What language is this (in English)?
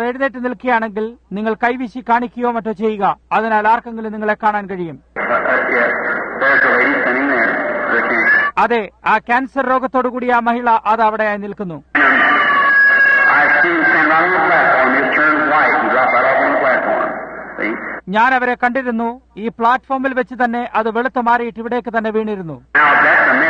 Malayalam